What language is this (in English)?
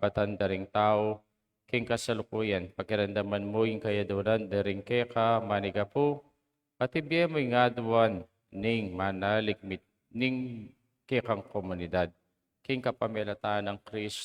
Pampanga